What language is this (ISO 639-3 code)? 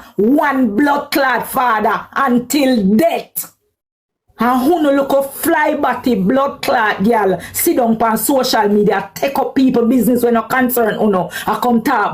jam